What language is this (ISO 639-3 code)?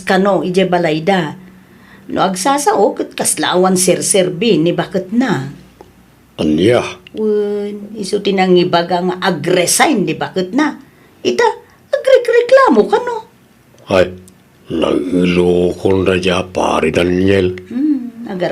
ilo